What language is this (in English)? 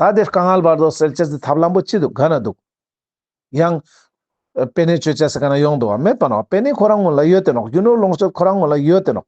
Ladakhi